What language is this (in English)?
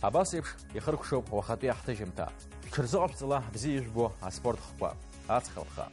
Abkhazian